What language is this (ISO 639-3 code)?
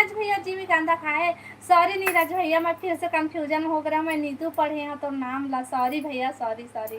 hne